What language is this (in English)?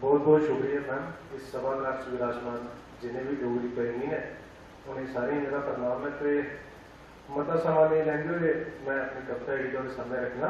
Dogri